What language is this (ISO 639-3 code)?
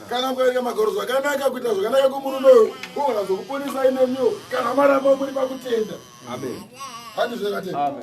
sna